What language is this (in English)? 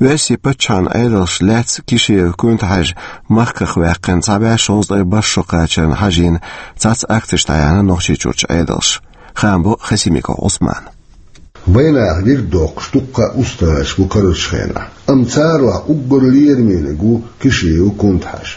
Chechen